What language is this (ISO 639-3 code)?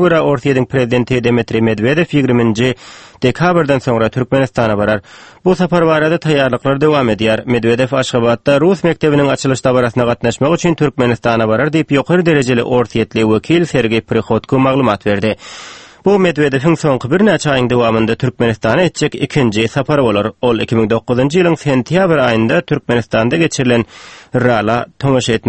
tuk